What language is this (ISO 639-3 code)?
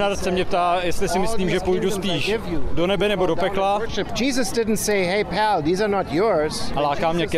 ces